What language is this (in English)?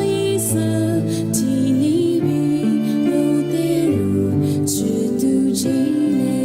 Lisu